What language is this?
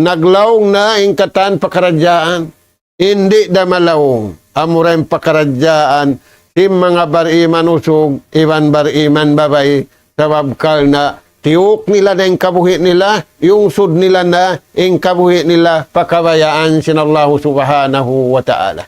Tausug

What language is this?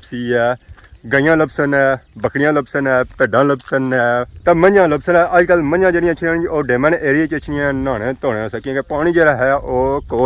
Pahari-Potwari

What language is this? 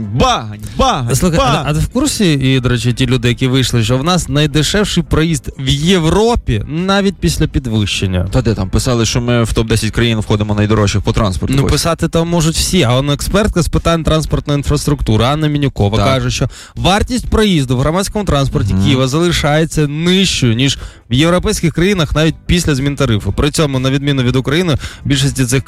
Ukrainian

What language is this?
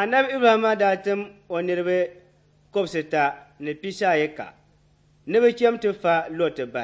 Dagbani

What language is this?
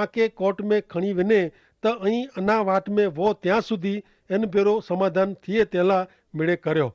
Kachhi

